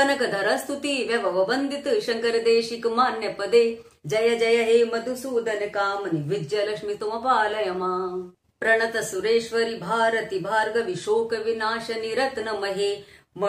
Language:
Sanskrit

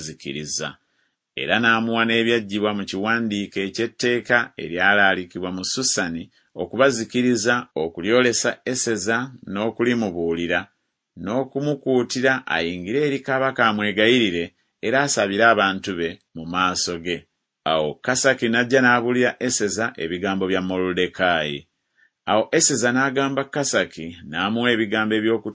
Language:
Ganda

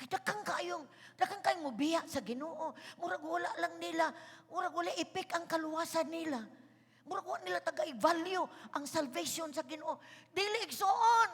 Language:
Cebuano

